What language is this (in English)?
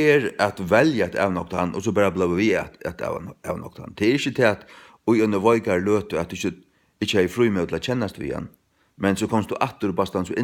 Faroese